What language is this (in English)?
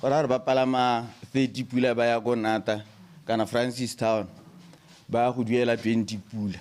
Tswana